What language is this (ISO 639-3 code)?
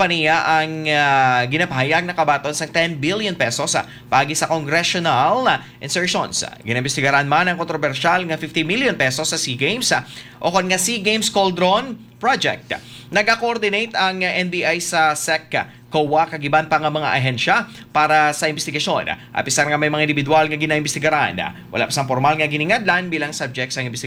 hil